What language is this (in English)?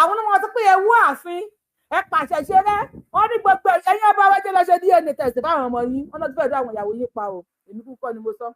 Yoruba